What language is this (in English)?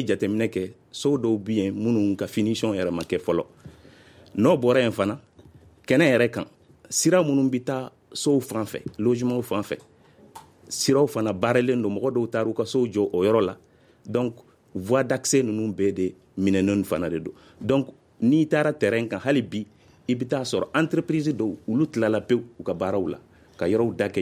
Bambara